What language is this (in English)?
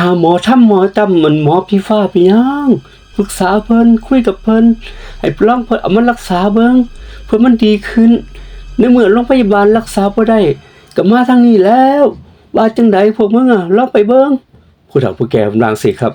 Northeastern Thai